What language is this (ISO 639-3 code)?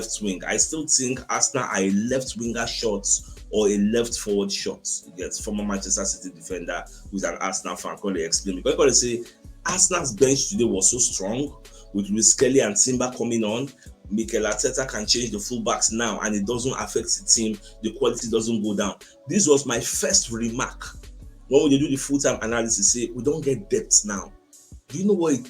pcm